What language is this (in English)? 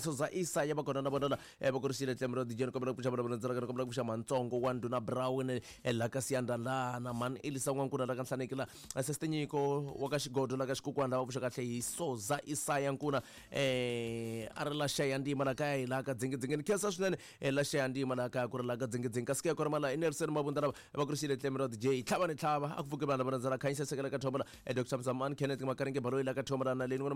Tsonga